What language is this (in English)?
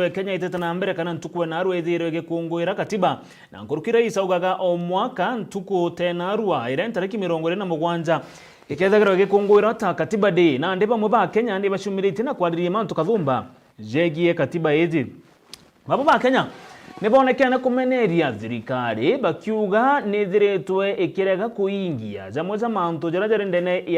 Meru